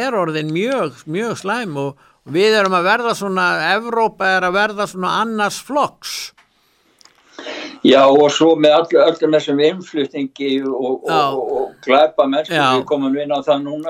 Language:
Icelandic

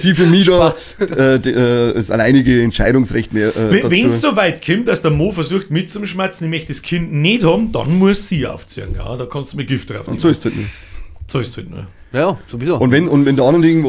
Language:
Bavarian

